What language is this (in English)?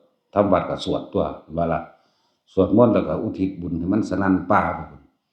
Northeastern Thai